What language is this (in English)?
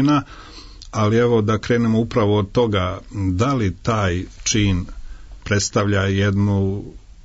Serbian